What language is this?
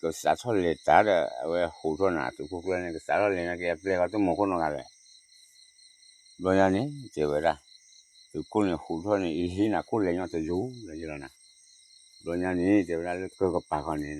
S'gaw Karen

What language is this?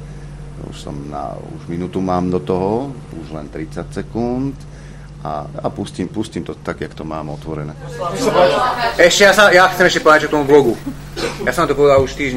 Slovak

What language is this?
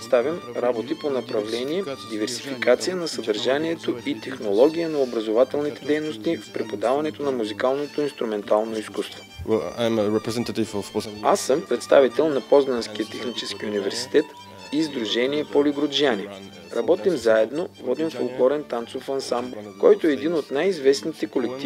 Bulgarian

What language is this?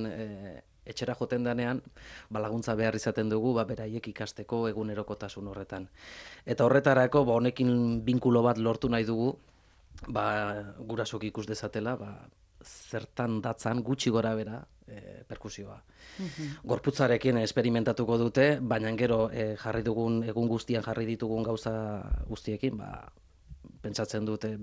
Basque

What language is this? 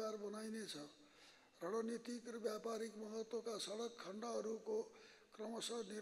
Nepali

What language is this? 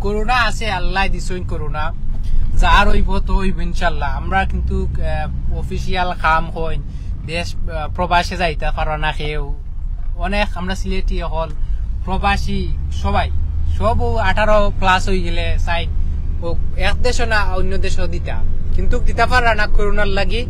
Sylheti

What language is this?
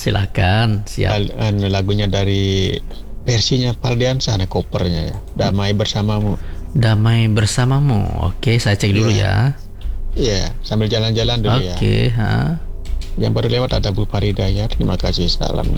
Indonesian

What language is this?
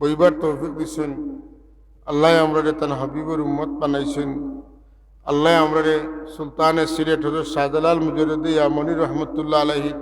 Sylheti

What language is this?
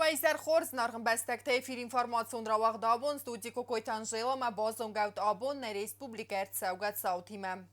Ossetic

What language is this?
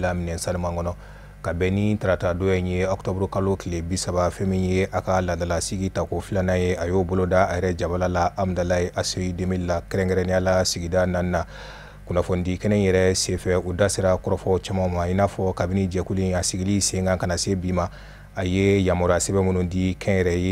Bambara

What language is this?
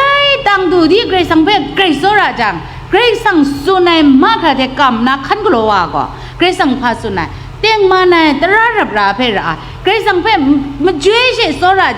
Kachin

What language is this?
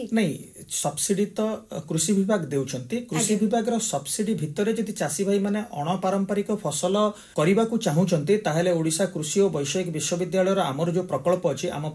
Odia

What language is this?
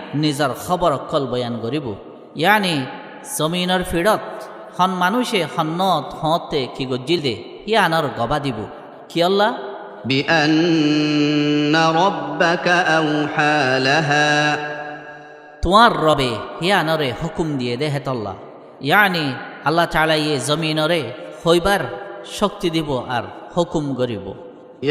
Rohingya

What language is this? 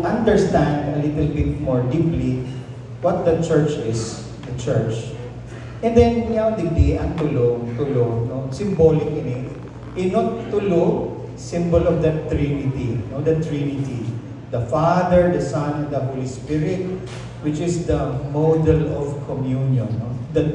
Bikol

